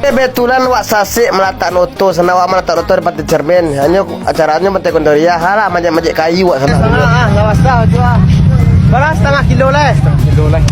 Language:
Minangkabau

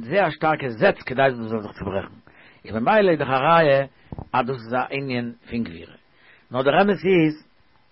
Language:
Yiddish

